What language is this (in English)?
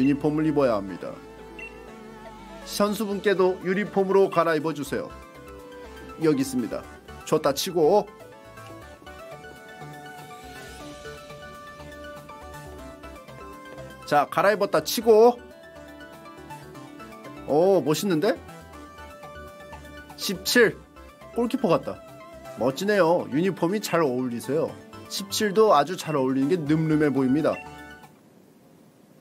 Korean